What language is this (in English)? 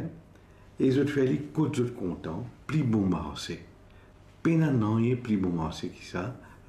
Morisyen